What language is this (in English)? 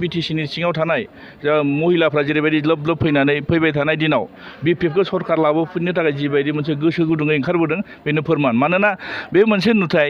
Bodo